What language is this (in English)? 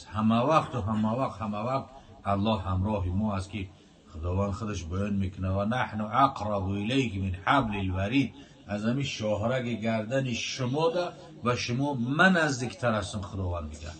Tajik